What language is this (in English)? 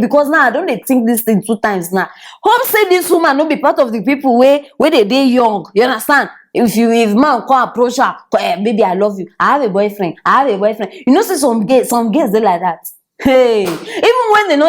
Nigerian Pidgin